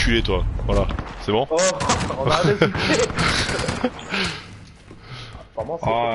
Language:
French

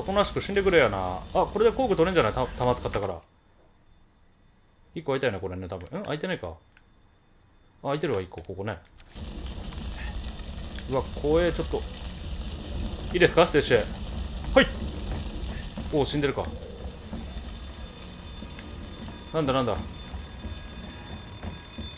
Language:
Japanese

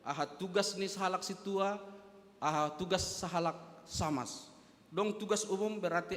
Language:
Batak Simalungun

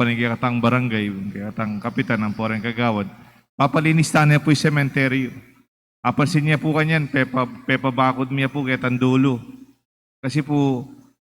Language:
Pampanga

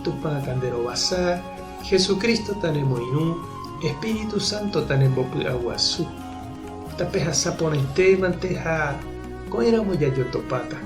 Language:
Guarani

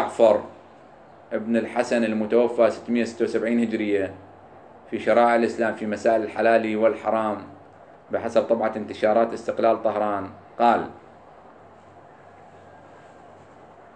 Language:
Arabic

